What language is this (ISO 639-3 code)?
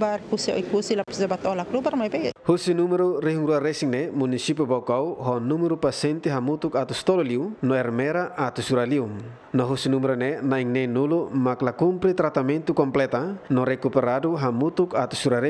tet